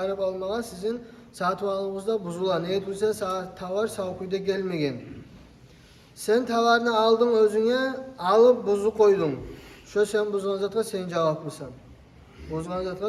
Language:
Kumyk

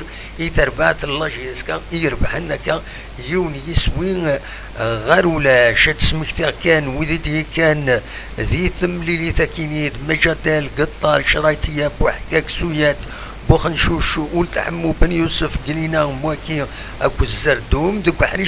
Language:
Kabyle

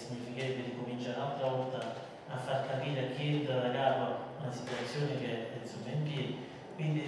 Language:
Italian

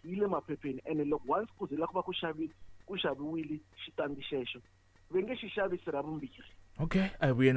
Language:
Tsonga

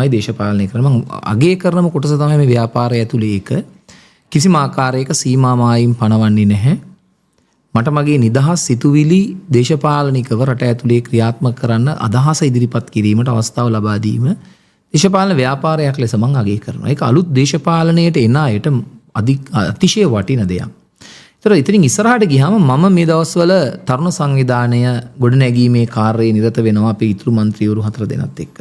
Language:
Sinhala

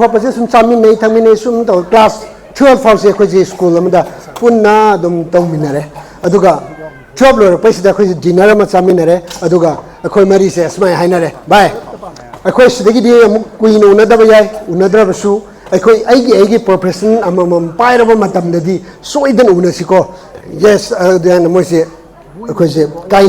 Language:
Manipuri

